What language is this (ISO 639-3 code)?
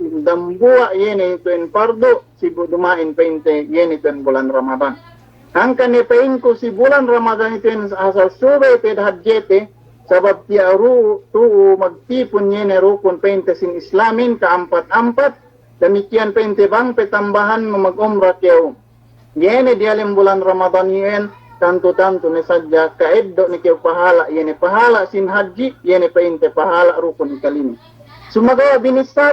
yka